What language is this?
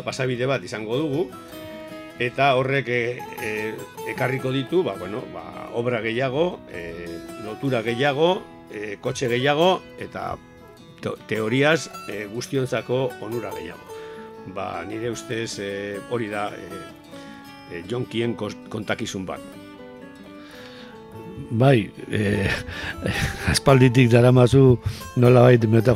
Basque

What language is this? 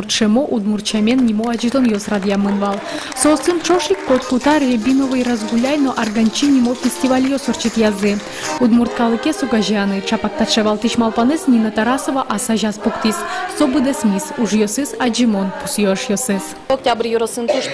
Udmurt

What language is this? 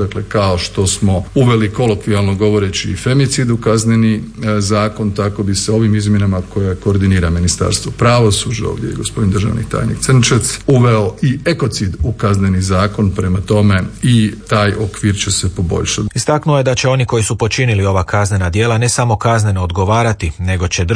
Croatian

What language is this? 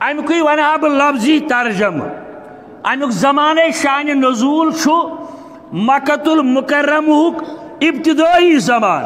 Kashmiri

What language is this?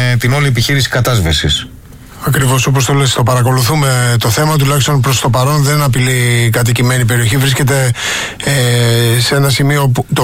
Greek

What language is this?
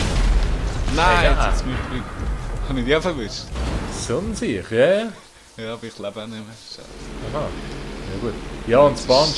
Swiss German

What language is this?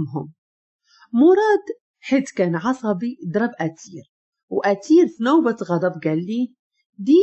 Moroccan Arabic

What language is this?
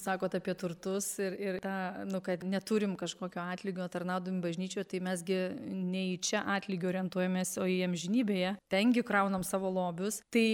Lithuanian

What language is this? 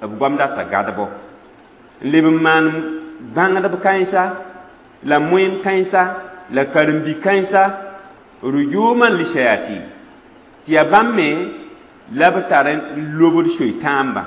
Mossi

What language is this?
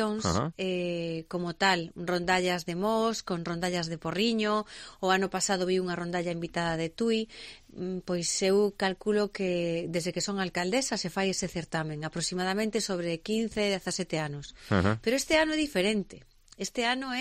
Galician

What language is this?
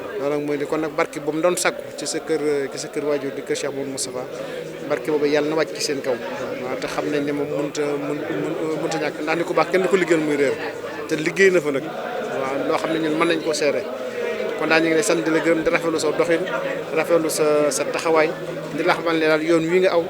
Wolof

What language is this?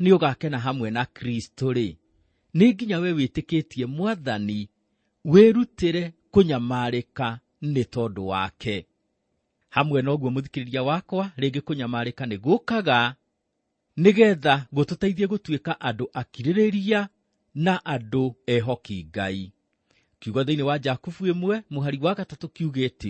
Kikuyu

